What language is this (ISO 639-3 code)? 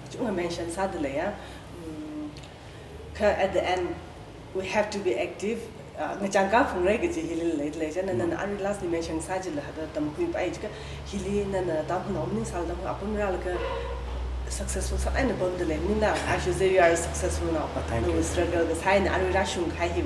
nmf